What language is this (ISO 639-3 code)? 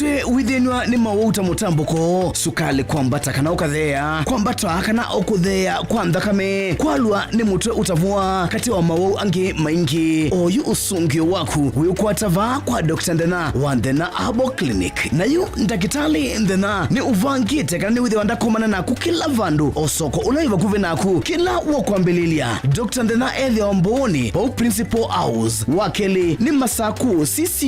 kam